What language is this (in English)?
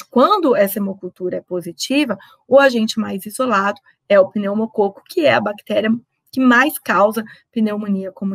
Portuguese